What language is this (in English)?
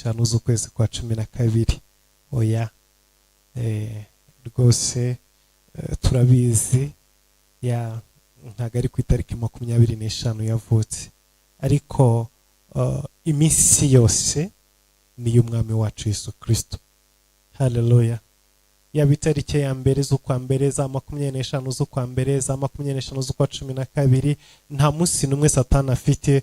Kinyarwanda